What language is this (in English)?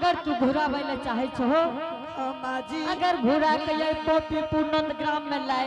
Angika